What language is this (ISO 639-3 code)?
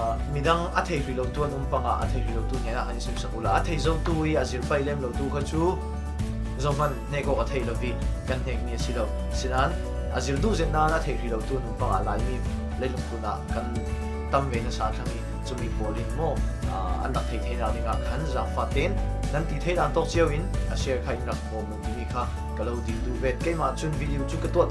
cfm